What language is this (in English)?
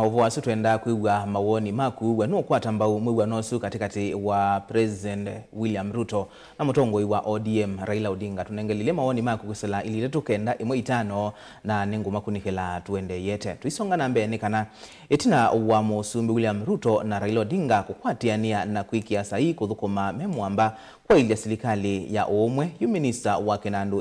Kamba